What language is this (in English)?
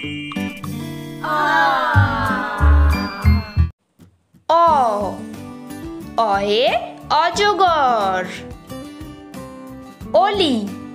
Bangla